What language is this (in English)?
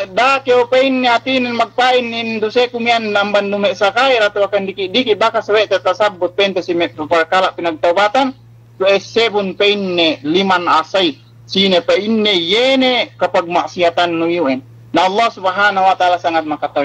Yakan